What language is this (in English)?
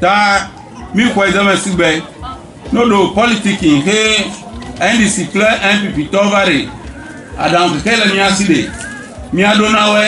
Ewe